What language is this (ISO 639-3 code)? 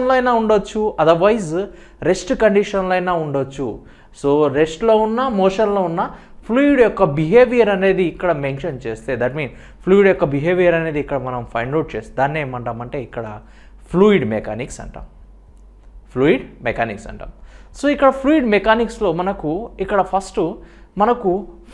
tel